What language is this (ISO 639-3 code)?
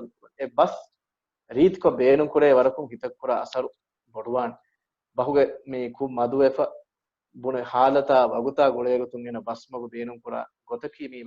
div